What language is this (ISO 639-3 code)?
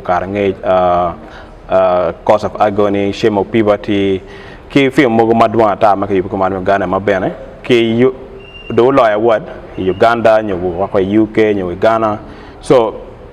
ach